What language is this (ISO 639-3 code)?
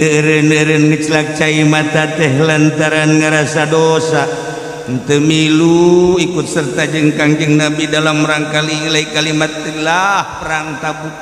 sun